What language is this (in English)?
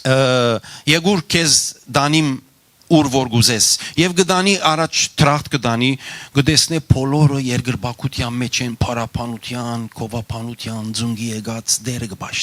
Western Armenian